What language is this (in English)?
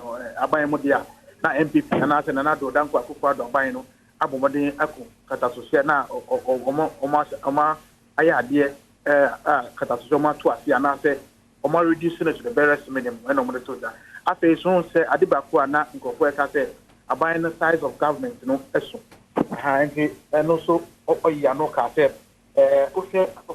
Akan